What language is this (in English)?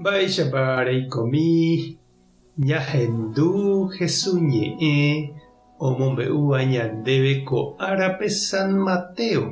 Guarani